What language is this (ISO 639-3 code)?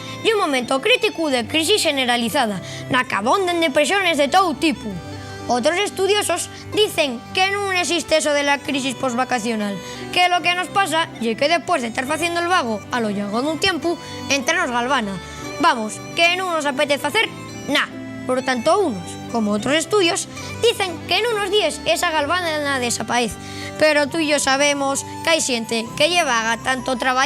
ast